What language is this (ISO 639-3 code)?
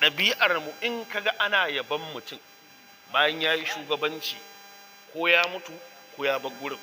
hau